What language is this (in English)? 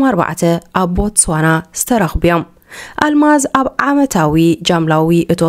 Tigrinya